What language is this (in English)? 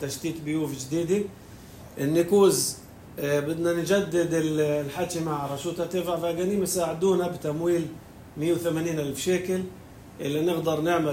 North Levantine Arabic